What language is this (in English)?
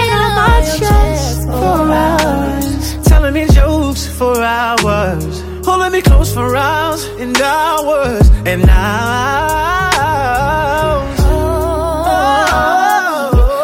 English